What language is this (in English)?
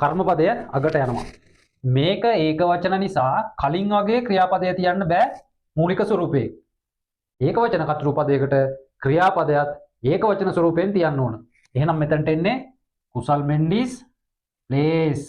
Sinhala